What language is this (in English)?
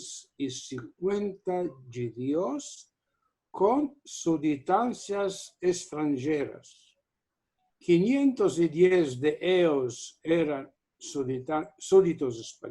Ladino